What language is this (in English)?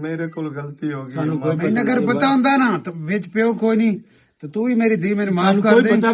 Western Panjabi